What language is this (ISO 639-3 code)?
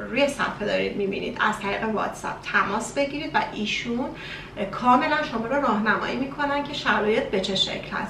fas